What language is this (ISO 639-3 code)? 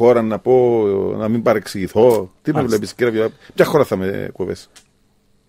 ell